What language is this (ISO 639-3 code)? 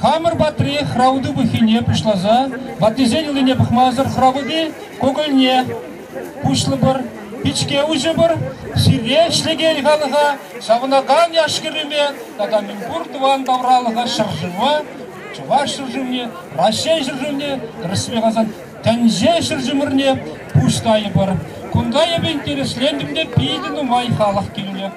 chv